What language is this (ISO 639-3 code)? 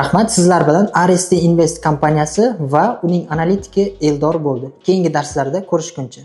uzb